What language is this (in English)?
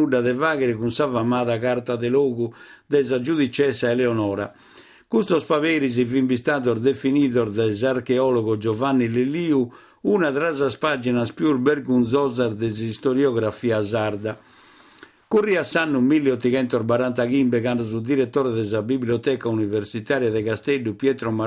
Sardinian